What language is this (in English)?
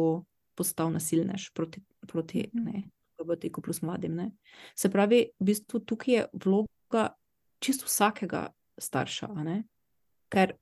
Slovenian